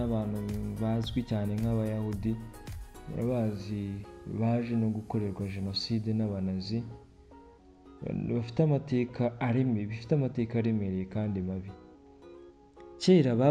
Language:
Kinyarwanda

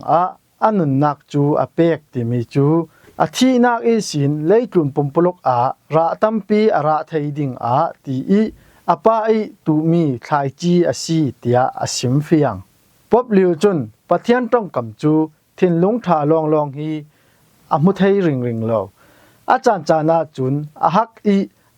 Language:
Falam Chin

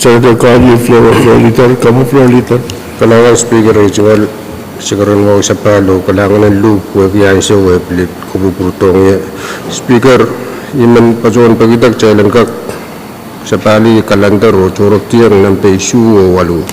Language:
Pohnpeian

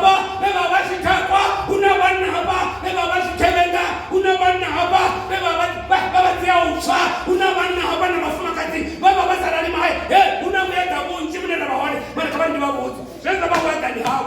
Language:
Venda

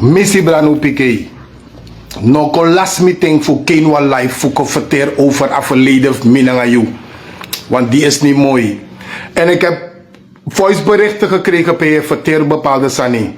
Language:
Sranan Tongo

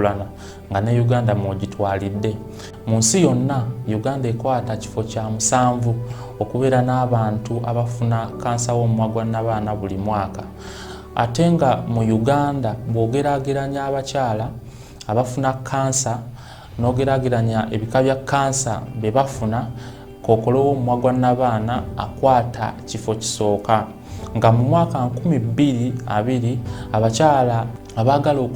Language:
Ganda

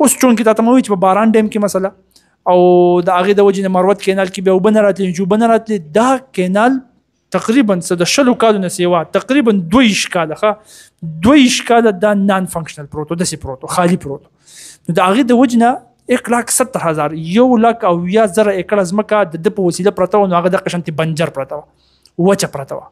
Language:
Pashto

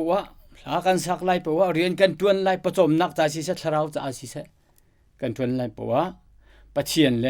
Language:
Hakha Chin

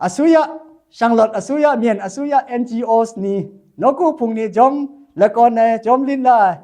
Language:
Kachin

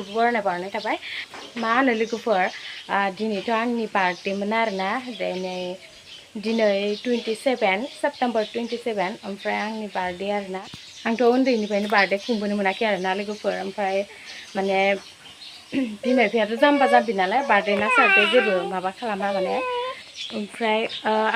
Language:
Bodo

